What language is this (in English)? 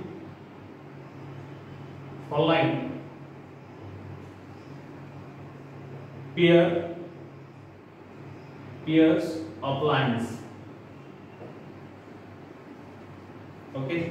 Marathi